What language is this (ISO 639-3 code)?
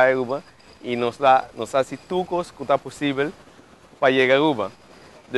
pap